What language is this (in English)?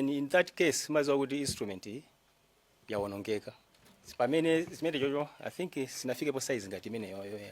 Nyanja